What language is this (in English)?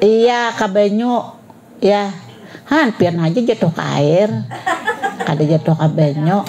Banjar